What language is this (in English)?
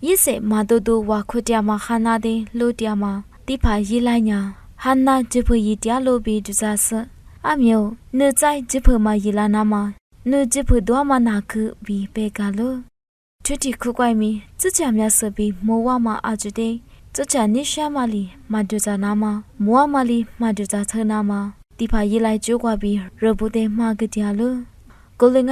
Lisu